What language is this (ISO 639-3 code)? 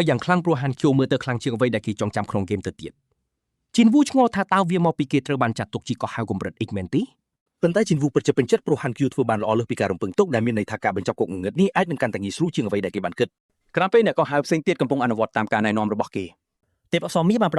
khm